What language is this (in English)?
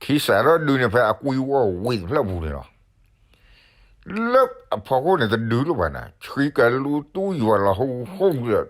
S'gaw Karen